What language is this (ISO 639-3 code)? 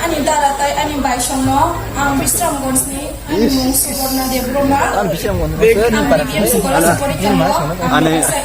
trp